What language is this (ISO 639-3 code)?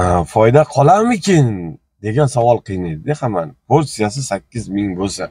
uzb